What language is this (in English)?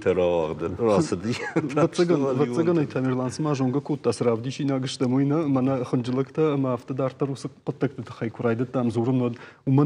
Ossetic